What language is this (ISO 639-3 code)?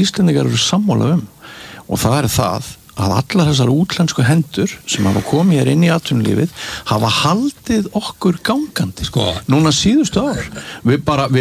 isl